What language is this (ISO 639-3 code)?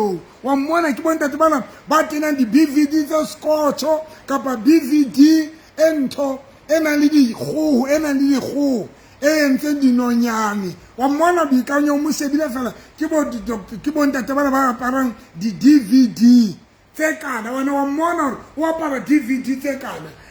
sot